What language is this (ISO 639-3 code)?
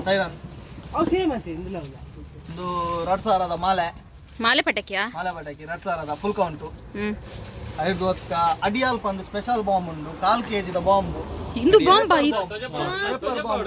tcy